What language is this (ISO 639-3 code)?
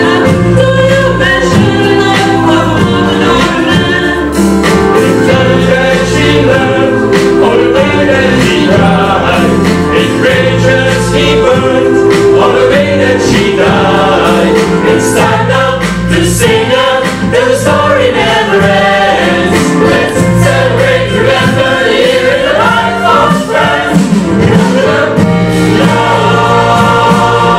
eng